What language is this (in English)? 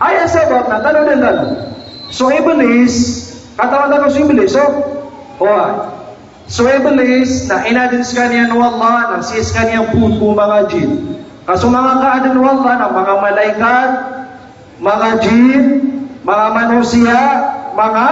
Maranao